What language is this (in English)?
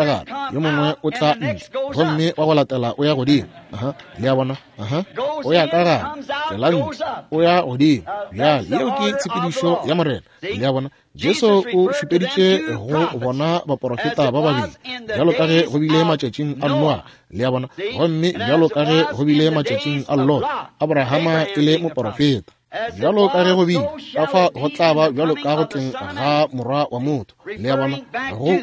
Northern Sotho